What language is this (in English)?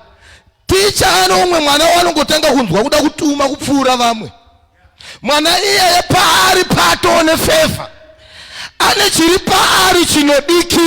Shona